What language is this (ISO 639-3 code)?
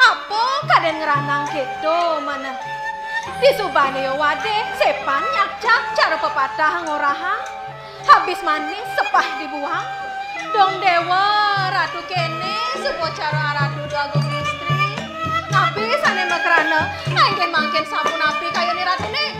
ban